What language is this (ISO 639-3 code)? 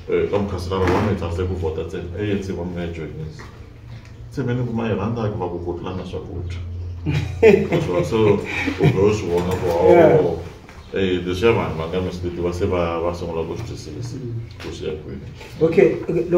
tso